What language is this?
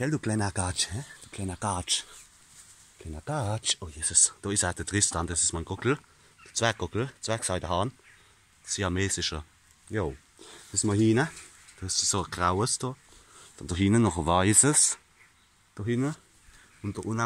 Palatine German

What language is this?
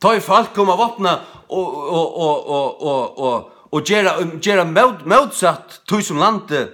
Faroese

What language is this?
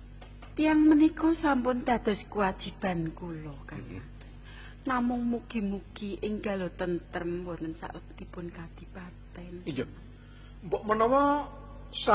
Javanese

